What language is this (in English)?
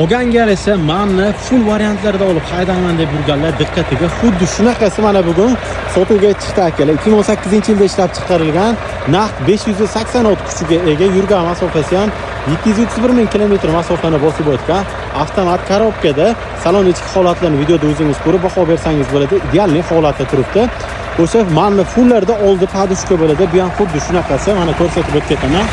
Uzbek